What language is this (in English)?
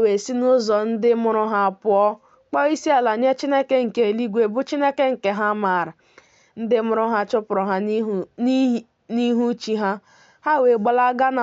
Igbo